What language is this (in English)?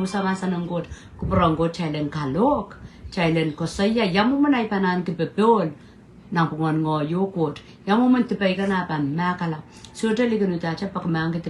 Pohnpeian